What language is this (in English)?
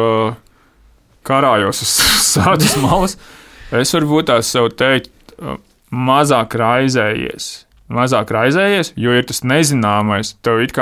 Latvian